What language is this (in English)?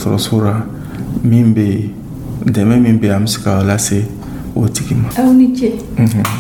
Dyula